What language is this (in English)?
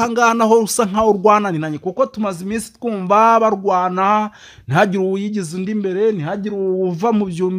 Kinyarwanda